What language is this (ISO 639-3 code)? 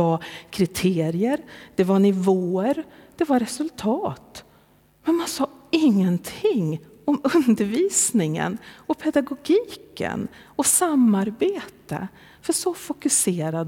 swe